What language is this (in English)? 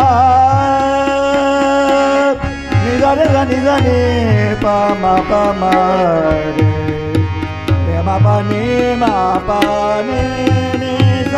Hindi